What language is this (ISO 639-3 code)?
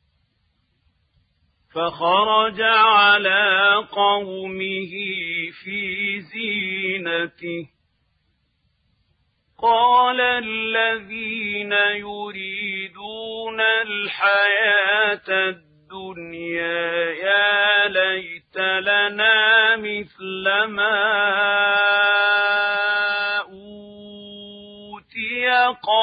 ara